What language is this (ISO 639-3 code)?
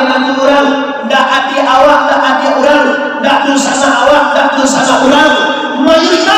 min